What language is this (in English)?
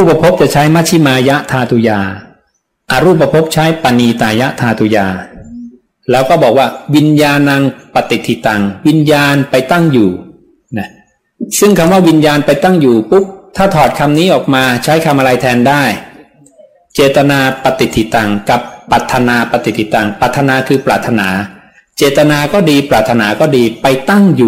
Thai